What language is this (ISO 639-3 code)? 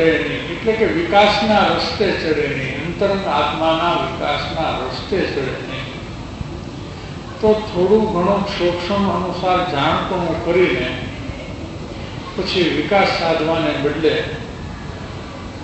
guj